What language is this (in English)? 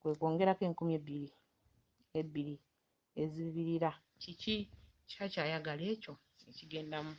Ganda